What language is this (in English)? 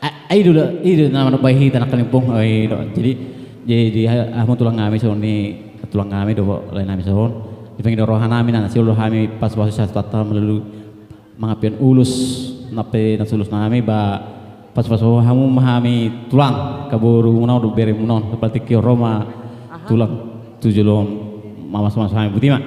Batak Toba